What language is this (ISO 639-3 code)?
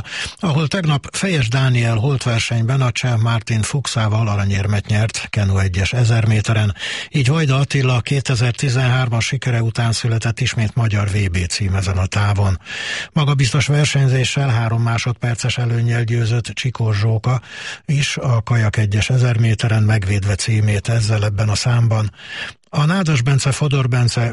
hun